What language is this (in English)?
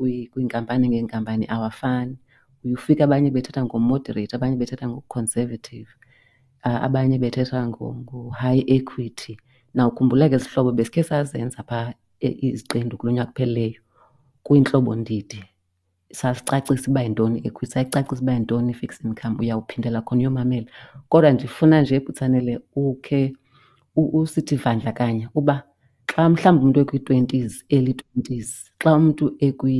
Xhosa